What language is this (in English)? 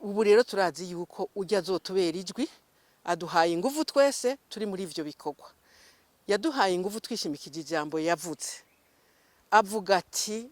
Rundi